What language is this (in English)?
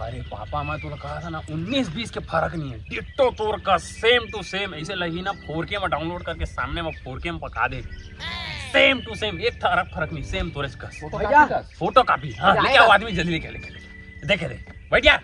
Chhattisgarhi